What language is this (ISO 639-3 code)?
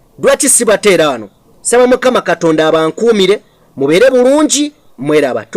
lug